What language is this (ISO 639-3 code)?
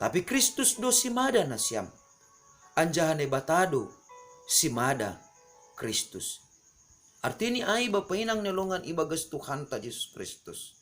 bts